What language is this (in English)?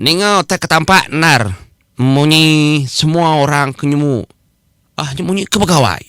Iban